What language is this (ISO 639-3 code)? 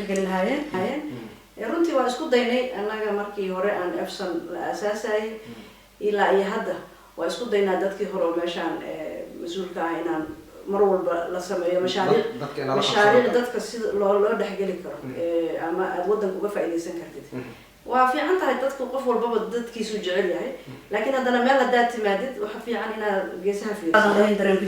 som